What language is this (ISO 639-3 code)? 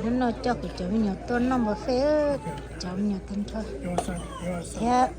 hmn